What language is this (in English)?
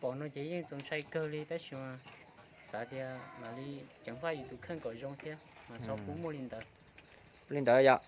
Hmong